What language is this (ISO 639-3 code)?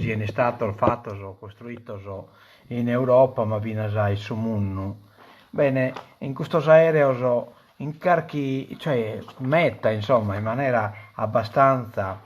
srd